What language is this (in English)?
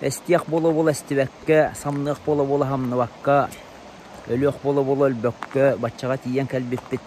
Yakut